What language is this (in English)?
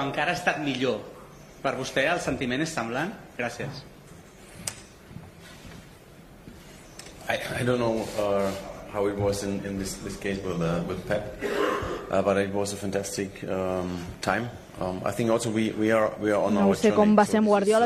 Catalan